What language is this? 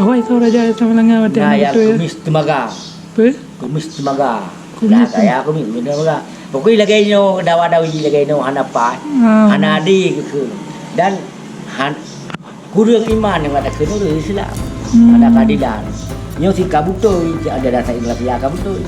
Achinese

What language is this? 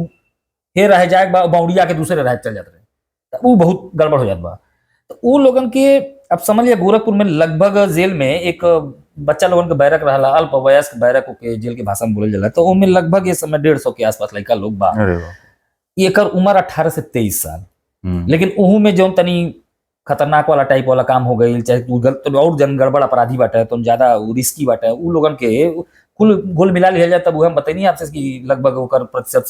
Bhojpuri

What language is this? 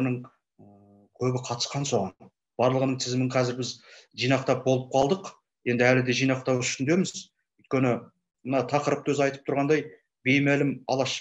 Kazakh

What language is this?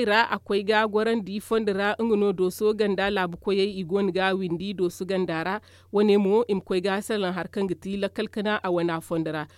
Zarma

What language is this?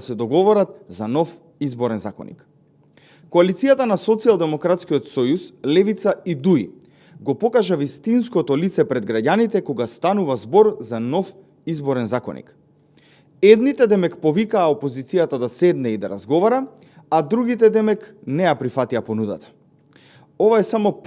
Macedonian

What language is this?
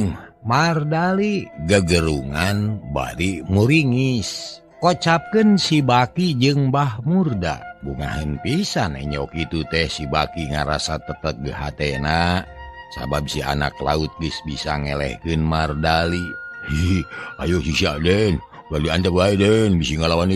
Sundanese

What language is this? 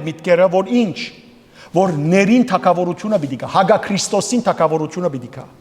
Western Armenian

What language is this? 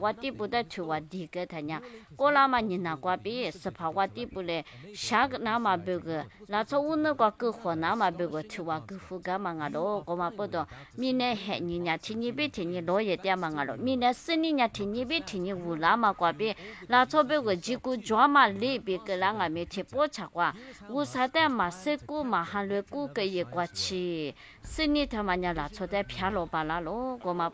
Lisu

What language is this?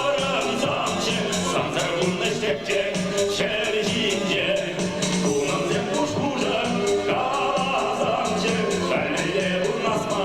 Chuvash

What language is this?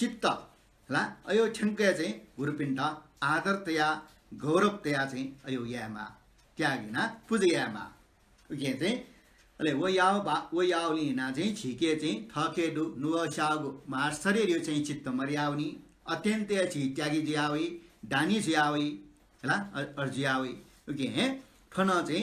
Newari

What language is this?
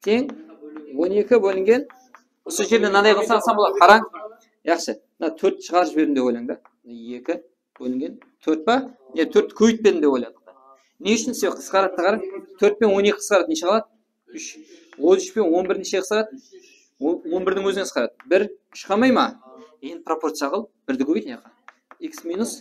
Kara-Kalpak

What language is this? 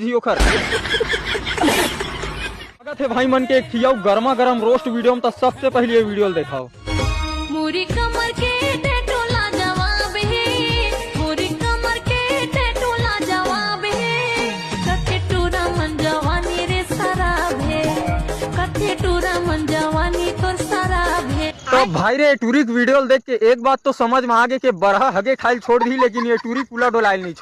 Chhattisgarhi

